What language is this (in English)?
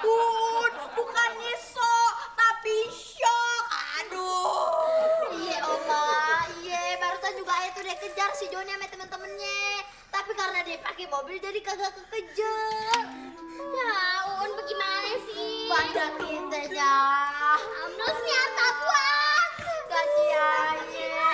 Betawi